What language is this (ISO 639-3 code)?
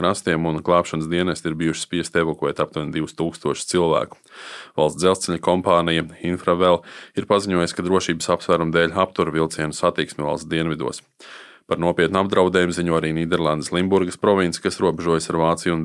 lav